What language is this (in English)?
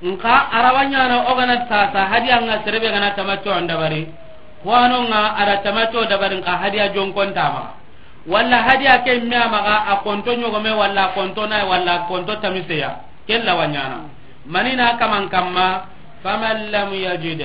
Soninke